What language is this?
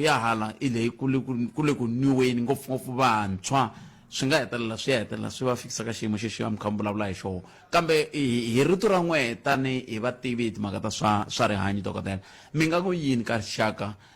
Tsonga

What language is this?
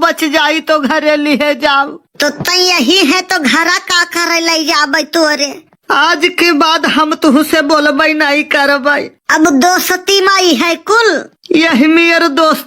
Awadhi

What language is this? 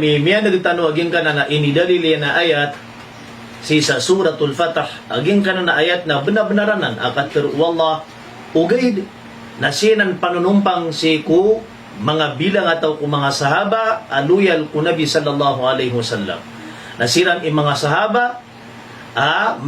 Maranao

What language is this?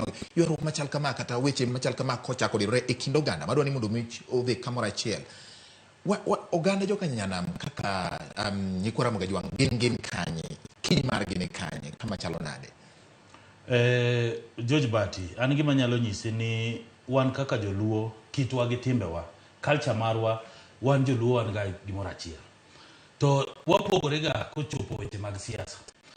Luo (Kenya and Tanzania)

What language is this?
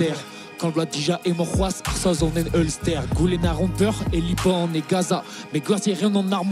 Breton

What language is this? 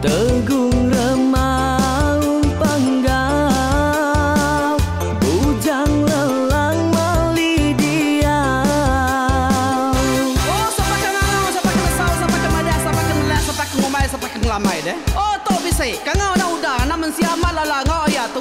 Iban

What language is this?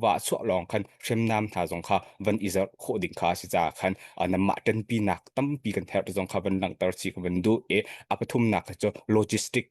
Hakha Chin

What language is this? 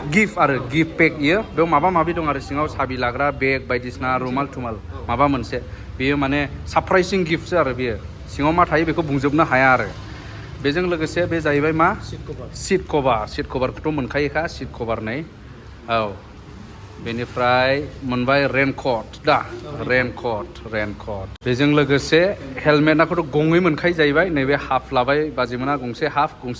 Bodo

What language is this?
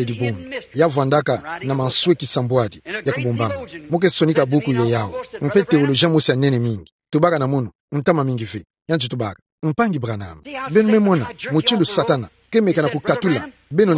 Kituba (Democratic Republic of Congo)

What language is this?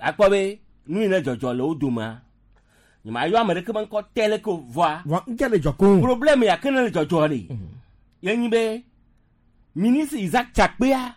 Gen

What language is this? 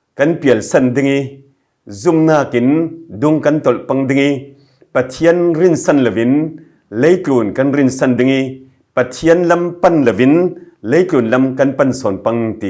Falam Chin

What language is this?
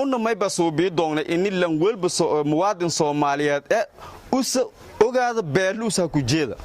Somali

